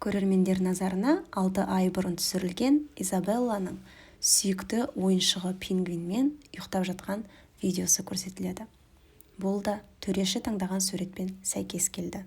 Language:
Kazakh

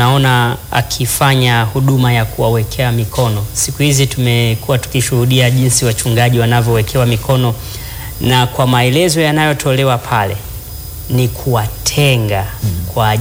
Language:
Swahili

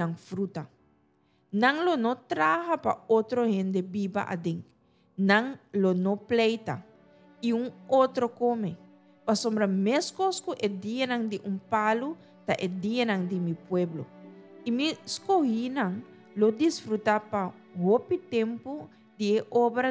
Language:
Papiamento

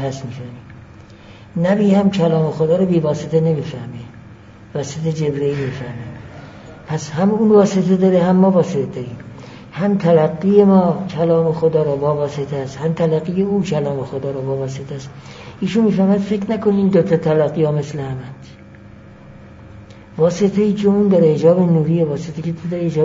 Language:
Persian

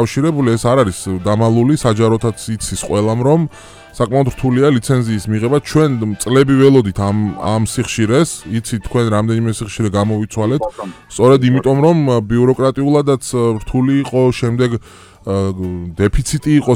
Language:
Georgian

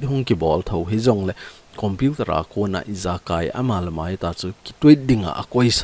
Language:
Thado Chin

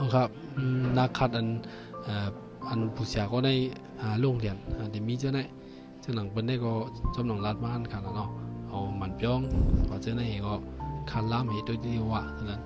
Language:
Shan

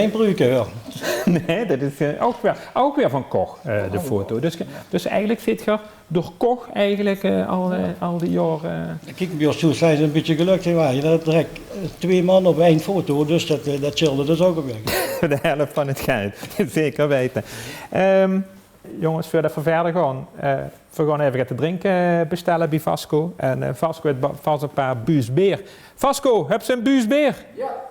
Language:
Limburgish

